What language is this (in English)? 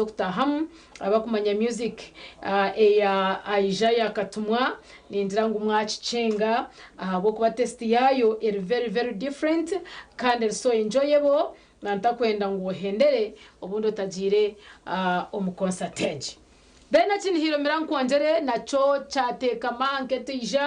Nyankole